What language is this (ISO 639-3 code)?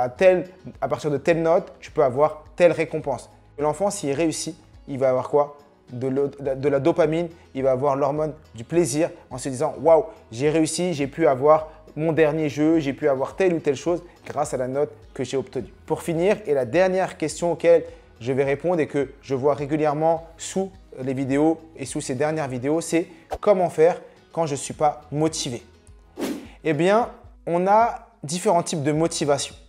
fra